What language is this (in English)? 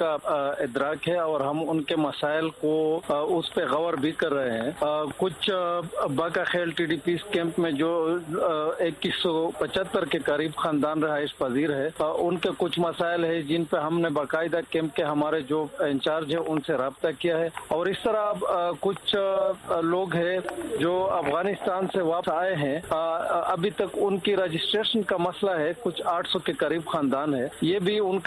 Urdu